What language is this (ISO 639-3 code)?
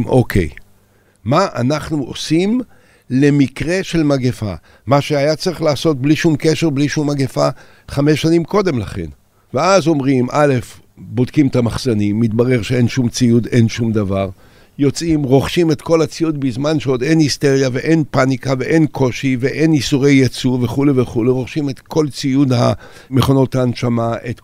heb